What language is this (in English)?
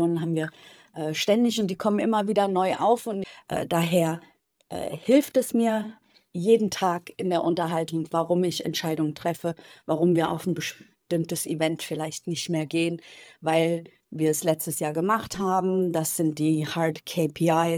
German